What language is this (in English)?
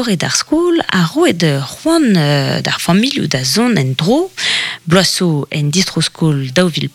Breton